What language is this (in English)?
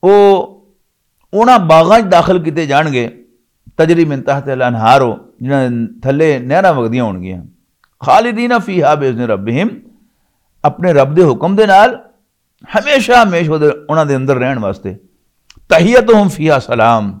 Western Panjabi